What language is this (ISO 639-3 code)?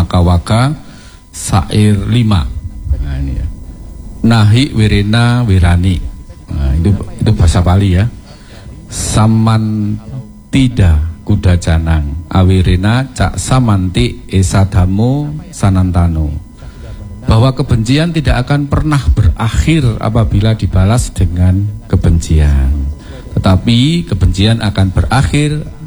ind